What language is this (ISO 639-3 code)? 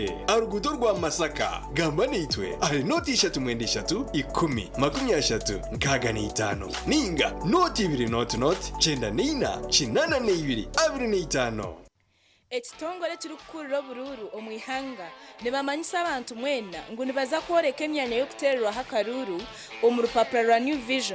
nyn